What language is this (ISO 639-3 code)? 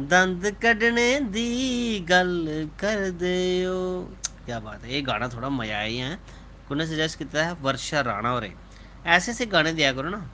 doi